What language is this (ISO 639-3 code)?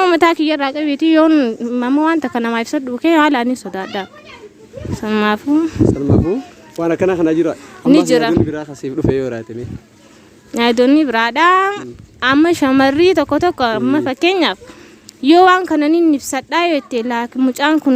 orm